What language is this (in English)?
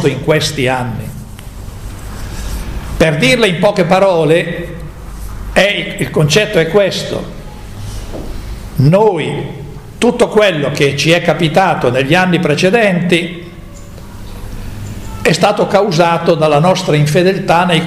Italian